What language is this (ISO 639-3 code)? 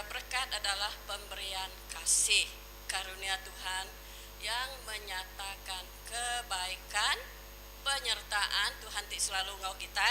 iba